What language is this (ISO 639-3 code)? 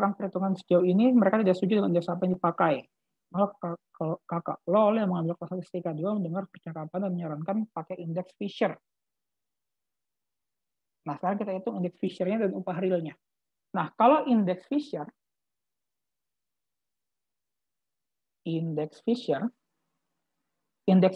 ind